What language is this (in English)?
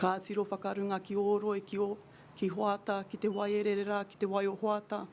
Māori